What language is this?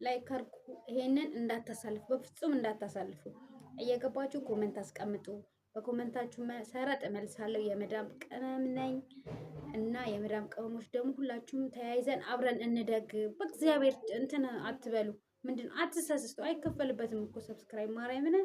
Amharic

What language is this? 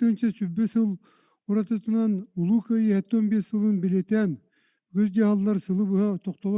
Yakut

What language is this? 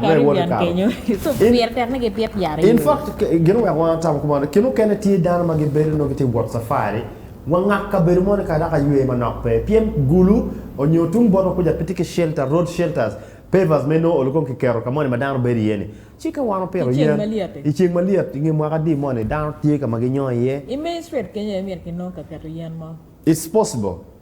Acoli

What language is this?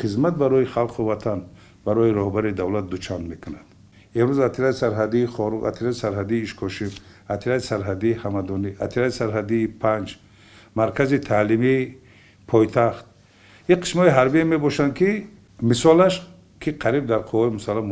Tajik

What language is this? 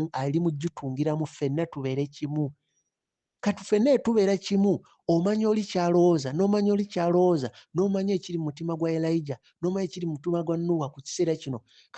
Ganda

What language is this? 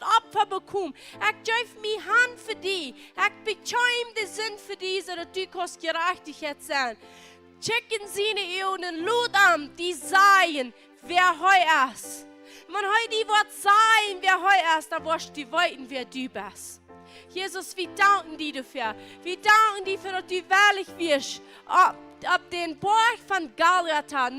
Plautdietsch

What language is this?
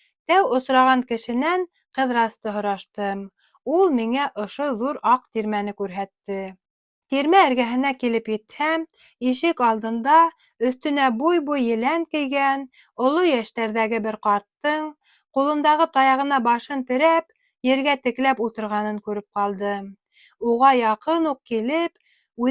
Bashkir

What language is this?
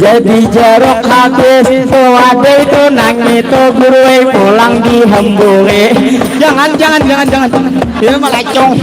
Banjar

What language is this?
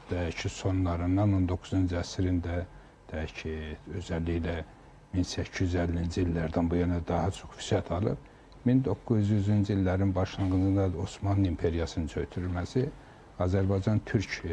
Azerbaijani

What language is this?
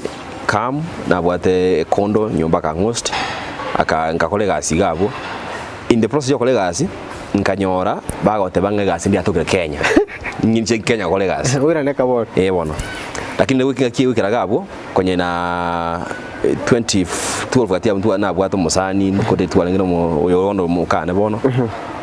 Gusii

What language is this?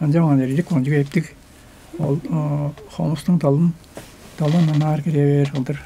Tuvinian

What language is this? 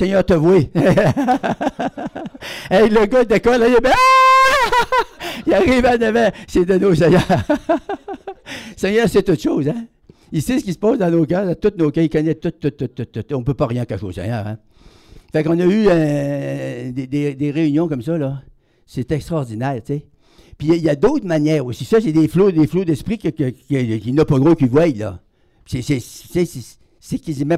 French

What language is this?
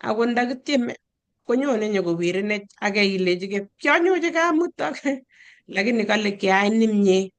Kalenjin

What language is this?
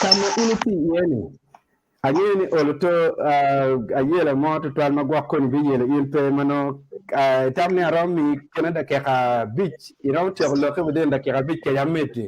Acoli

